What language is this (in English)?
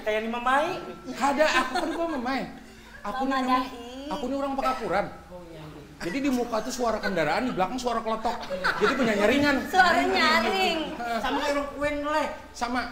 Banjar